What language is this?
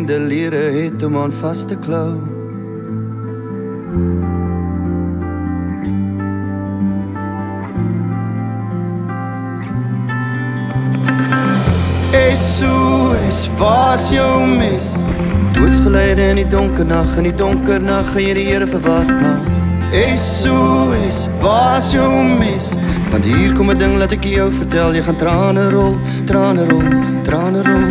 Afrikaans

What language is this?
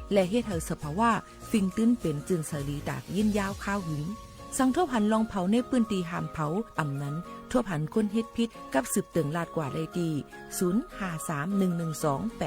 Shan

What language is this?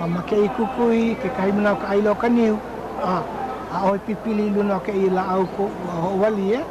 Hawaiian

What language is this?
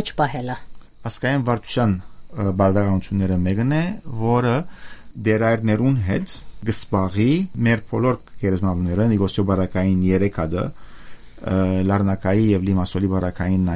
Western Armenian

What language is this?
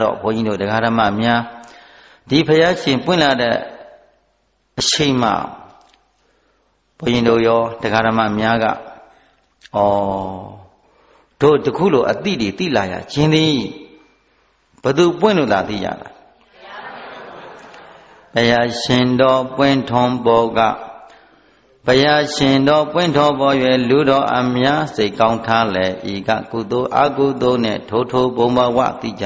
Burmese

